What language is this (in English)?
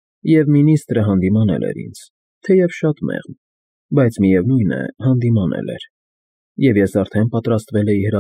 Armenian